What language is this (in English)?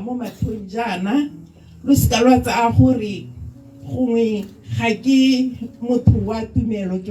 Tswana